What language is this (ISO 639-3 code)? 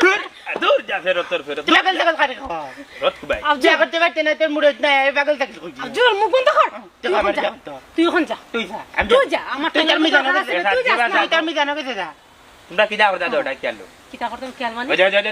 syl